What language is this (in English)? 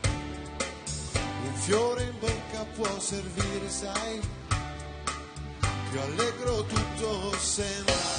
Italian